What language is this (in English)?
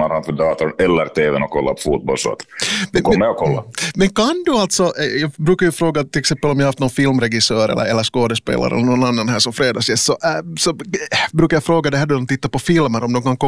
Swedish